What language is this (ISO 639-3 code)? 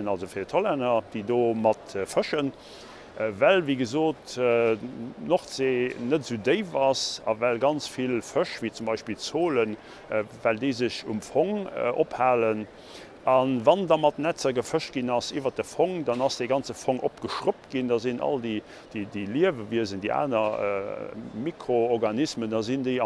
ltz